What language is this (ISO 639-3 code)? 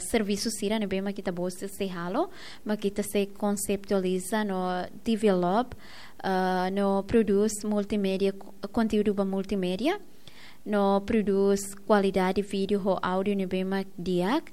tet